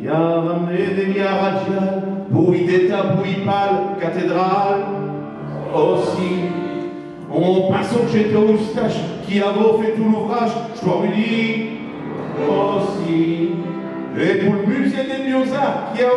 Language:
Picard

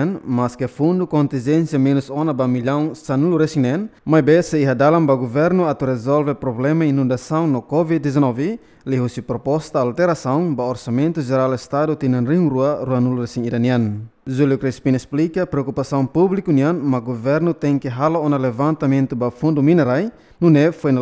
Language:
Tetum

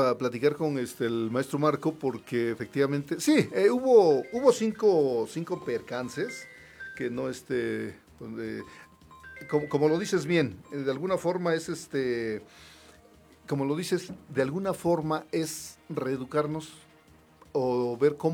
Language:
Spanish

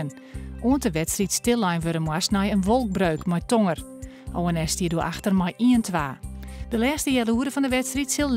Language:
Western Frisian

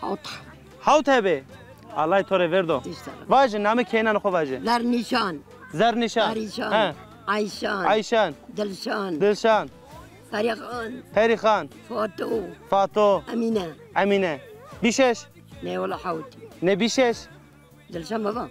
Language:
Zaza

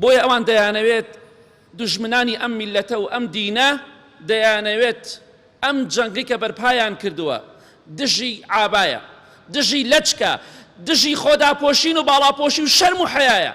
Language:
Central Kurdish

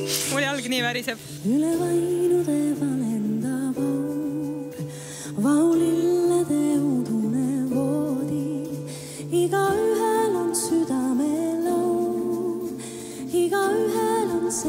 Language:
Estonian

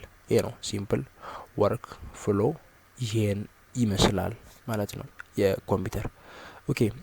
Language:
Amharic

